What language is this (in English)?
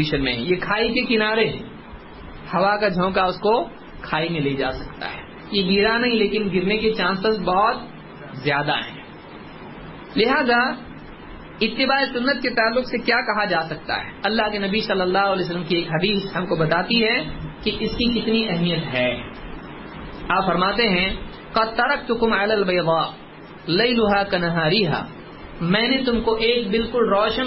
Urdu